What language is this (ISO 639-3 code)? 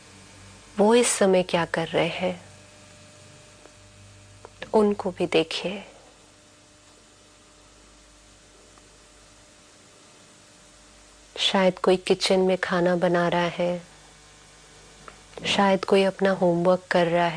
hin